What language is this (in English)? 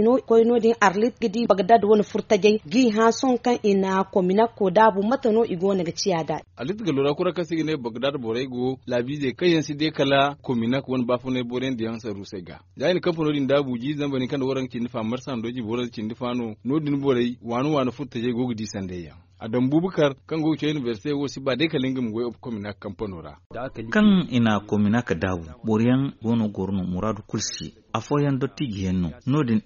Zarma